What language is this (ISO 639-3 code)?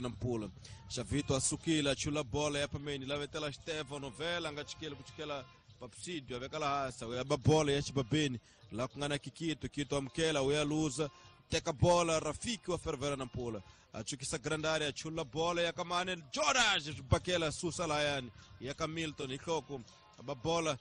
tso